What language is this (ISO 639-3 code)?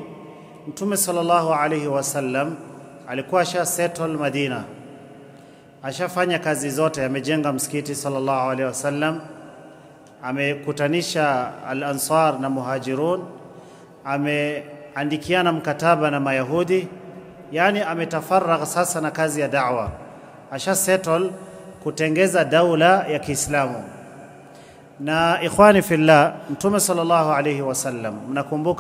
swa